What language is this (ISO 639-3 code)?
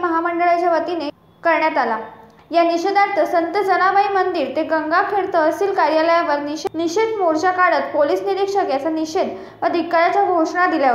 mar